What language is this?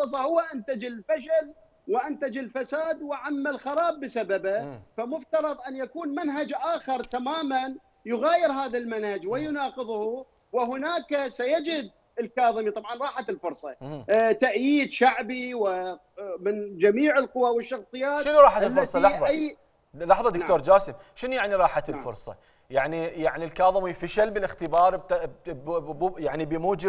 Mesopotamian Arabic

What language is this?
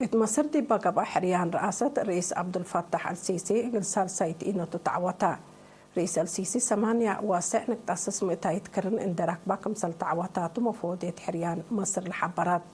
Tigre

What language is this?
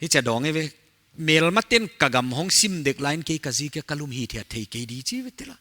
Paite Chin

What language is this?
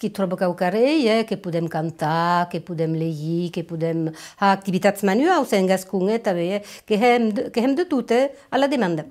Occitan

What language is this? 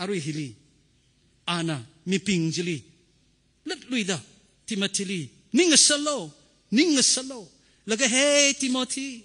Tangkhul Naga (India)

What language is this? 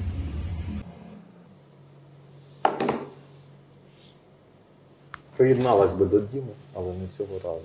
Ukrainian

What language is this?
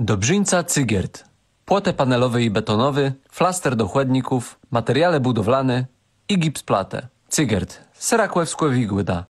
Kashubian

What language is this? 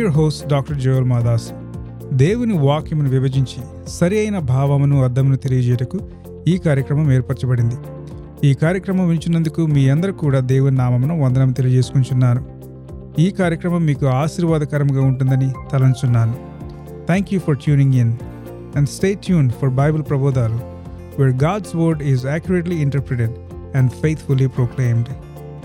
Telugu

